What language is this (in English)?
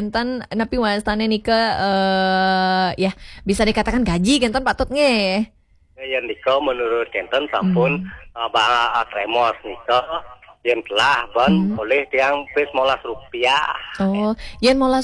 Balinese